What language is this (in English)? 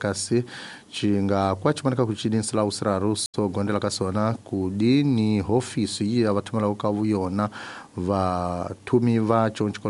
Tsonga